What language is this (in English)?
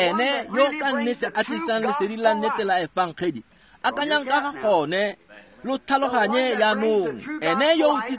Tswana